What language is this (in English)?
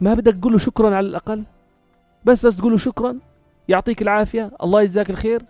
North Levantine Arabic